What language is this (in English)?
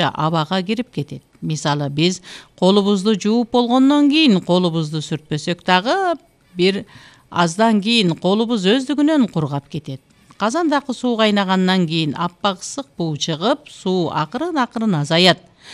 Kyrgyz